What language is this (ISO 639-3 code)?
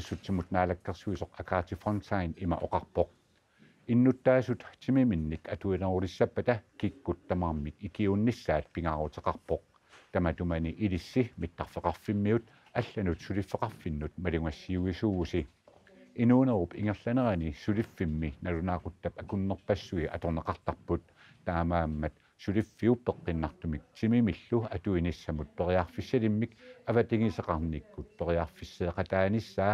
kal